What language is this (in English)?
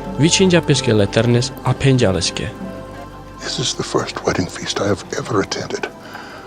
Carpathian Romani